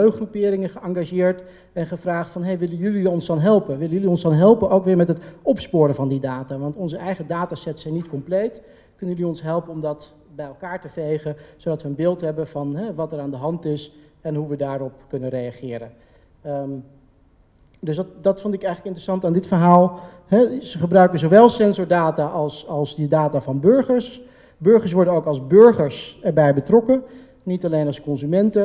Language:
Dutch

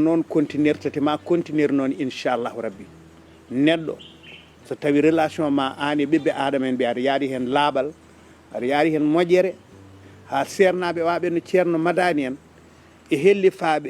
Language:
Fula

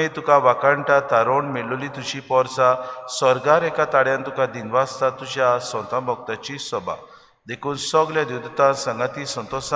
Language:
Konkani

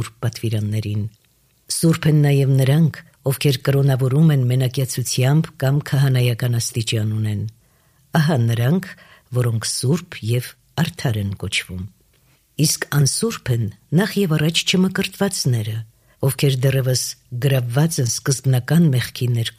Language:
Armenian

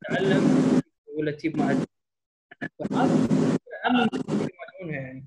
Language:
Gulf Arabic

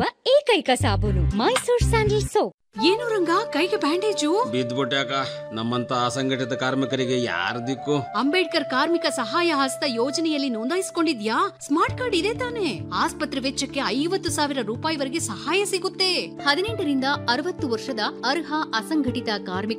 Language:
Kannada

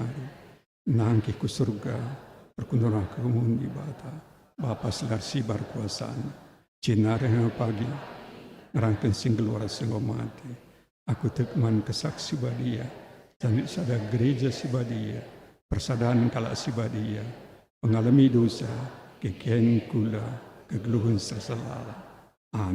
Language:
Batak Karo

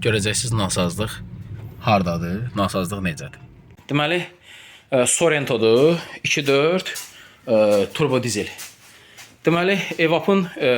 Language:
Azerbaijani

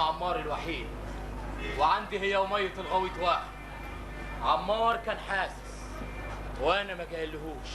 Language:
Egyptian Arabic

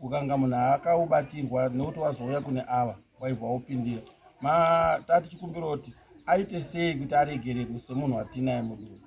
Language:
Shona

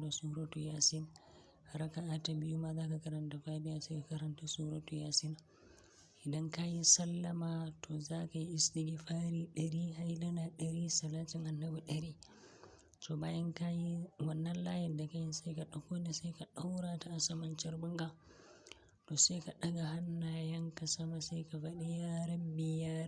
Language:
Hausa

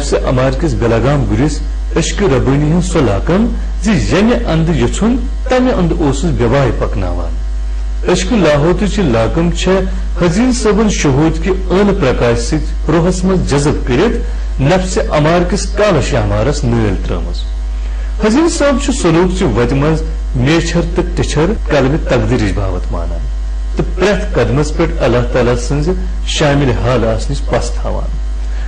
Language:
Kashmiri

